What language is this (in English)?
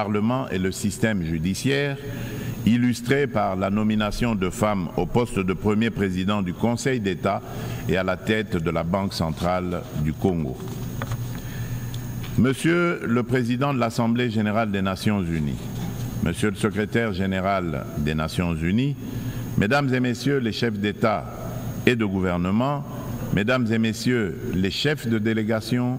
French